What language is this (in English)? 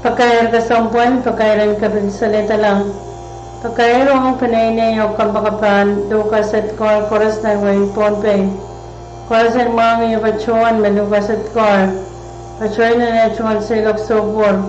Pohnpeian